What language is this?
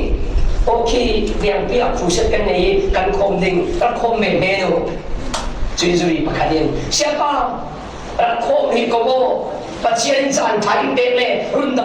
Falam Chin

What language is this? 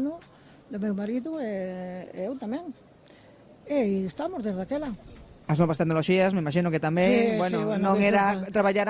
Galician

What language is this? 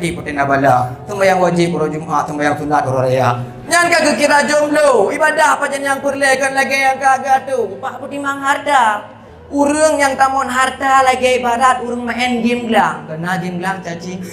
Achinese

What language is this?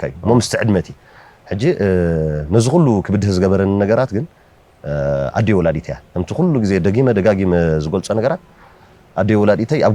Tigrinya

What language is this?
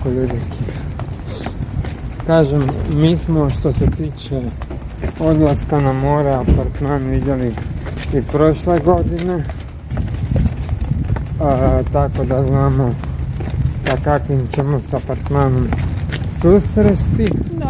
Croatian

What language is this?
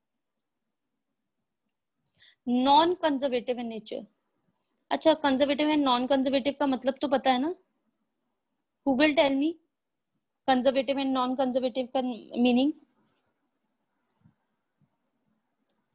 Hindi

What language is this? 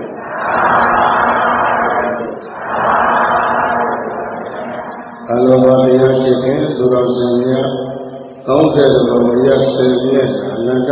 Burmese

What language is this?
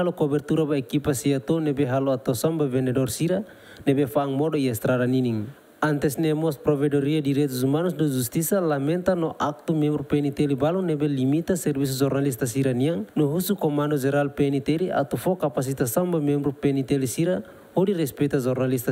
Tetum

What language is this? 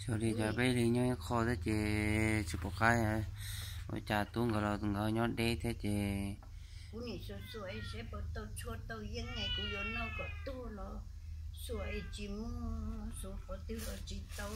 Hmong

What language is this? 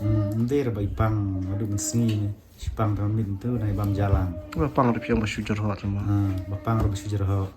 Khasi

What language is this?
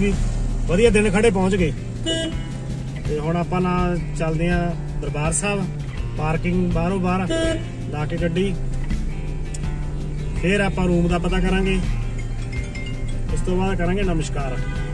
Punjabi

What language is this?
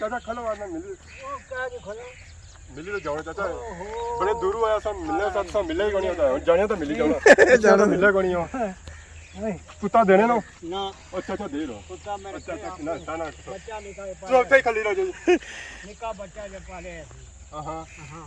Pahari-Potwari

